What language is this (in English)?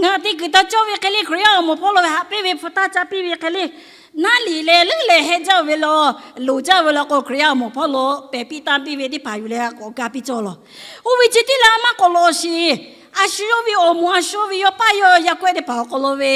Lahu